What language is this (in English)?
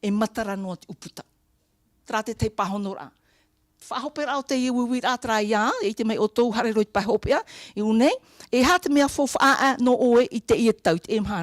Tahitian